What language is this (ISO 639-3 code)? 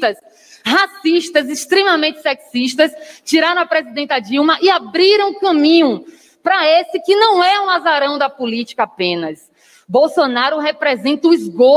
por